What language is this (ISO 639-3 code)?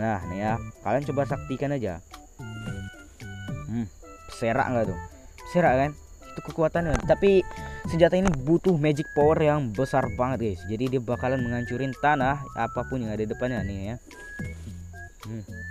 ind